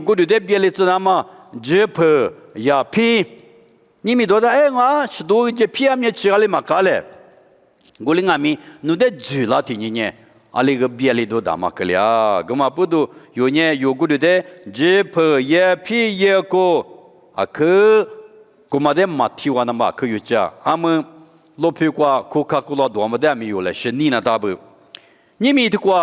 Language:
Lisu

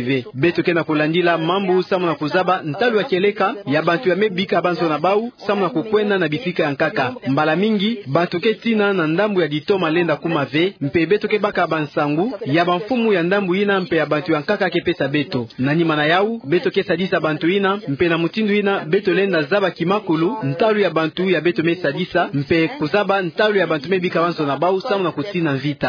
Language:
Kituba (Democratic Republic of Congo)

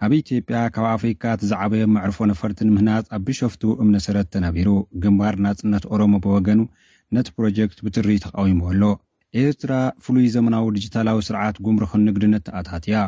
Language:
Tigrinya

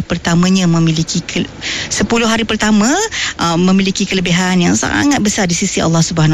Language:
Malay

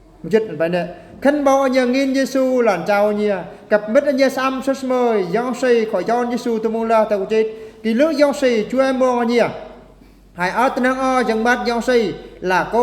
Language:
Eastern Bru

